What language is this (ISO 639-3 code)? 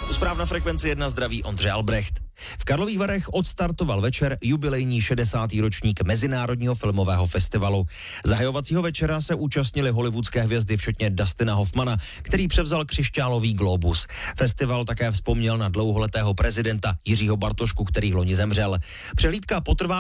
ces